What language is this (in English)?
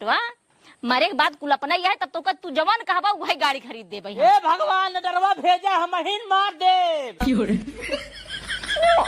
Awadhi